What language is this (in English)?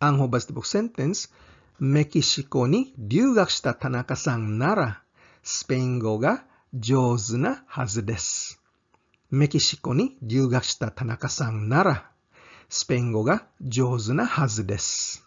Cebuano